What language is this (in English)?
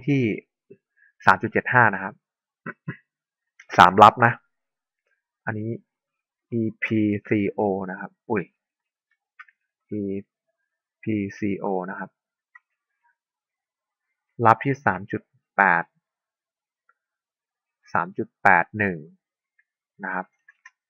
Thai